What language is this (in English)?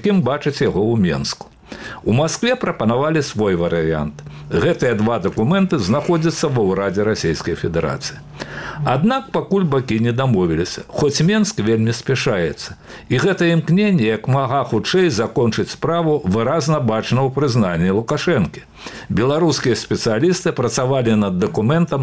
Belarusian